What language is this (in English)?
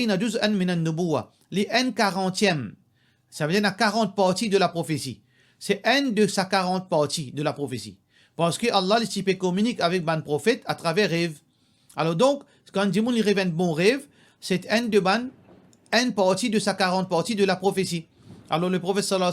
Morisyen